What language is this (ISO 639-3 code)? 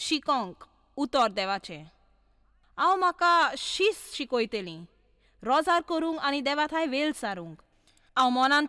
kok